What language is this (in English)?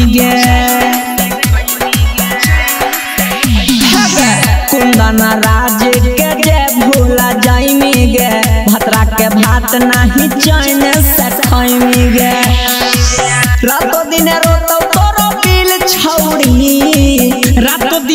Magahi